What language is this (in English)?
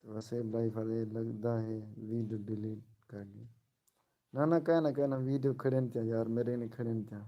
Saraiki